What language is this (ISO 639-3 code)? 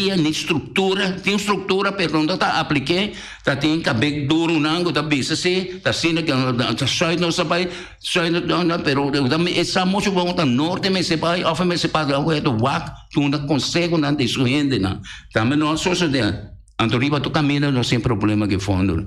pap